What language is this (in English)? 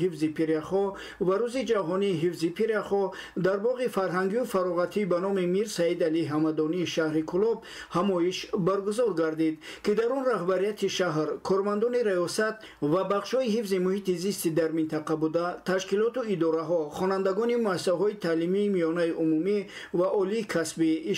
Tajik